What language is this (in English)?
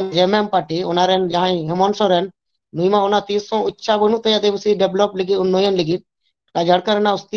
Santali